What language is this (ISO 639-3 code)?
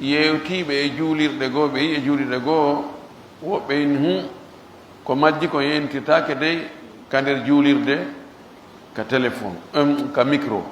fuf